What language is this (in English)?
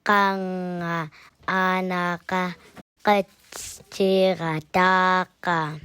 Central Yupik